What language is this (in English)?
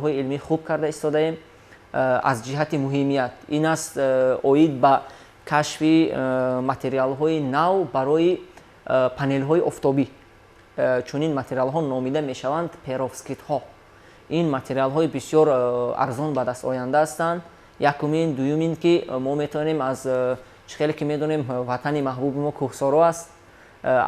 Tajik